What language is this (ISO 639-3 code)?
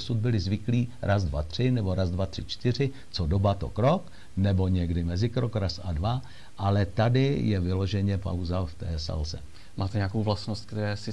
ces